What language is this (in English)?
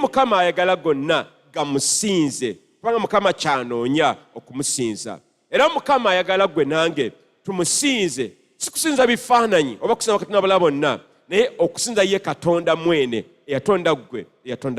Ganda